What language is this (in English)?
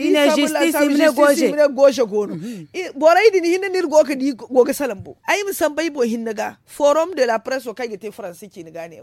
Zarma